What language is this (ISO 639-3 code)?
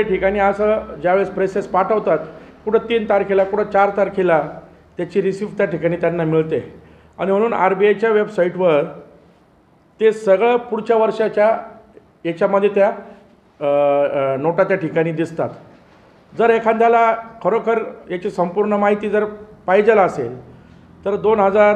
mar